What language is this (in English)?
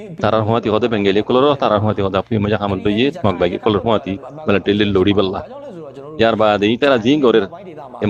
Rohingya